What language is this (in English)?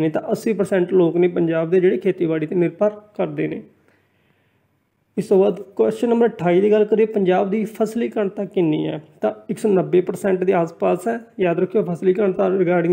Punjabi